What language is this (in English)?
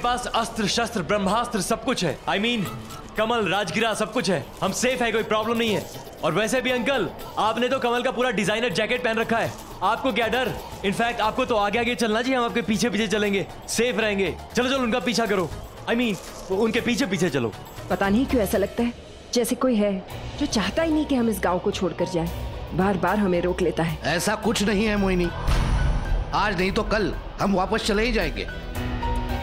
Hindi